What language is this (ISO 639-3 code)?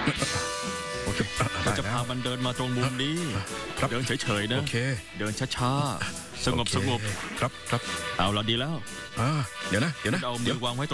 tha